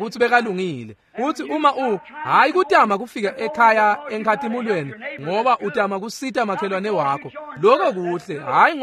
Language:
Swati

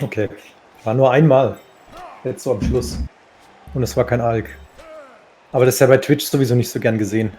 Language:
Swiss German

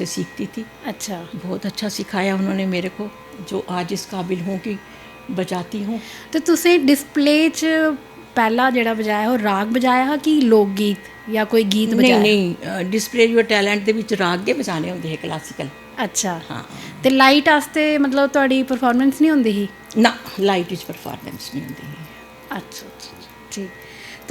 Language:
Dogri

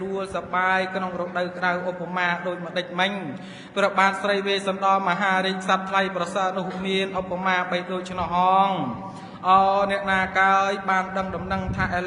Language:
Khmer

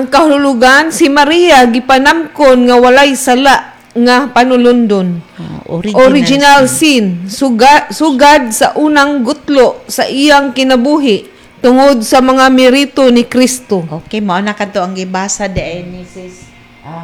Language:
Cebuano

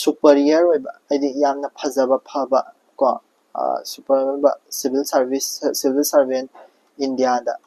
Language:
Manipuri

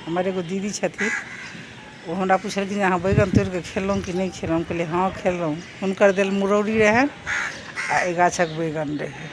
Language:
Maithili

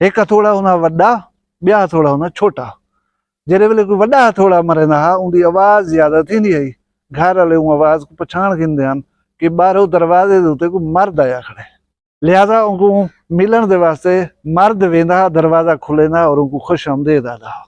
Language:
Saraiki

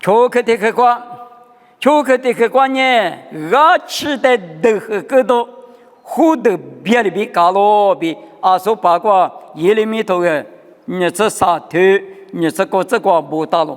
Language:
Lisu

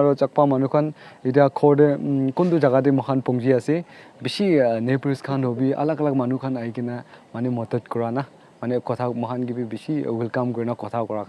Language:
Naga Pidgin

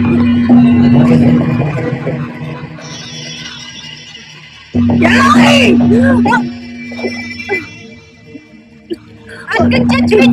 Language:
Kannada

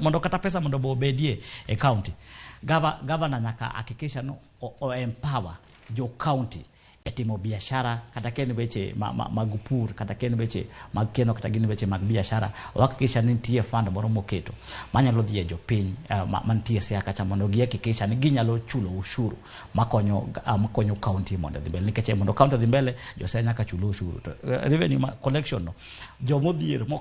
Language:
Luo (Kenya and Tanzania)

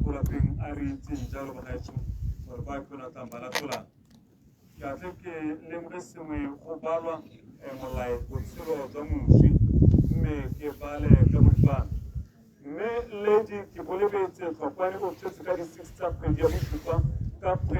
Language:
Tswana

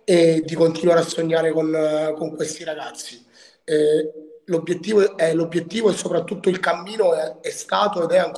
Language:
Italian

